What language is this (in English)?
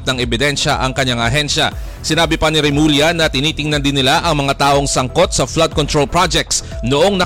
Filipino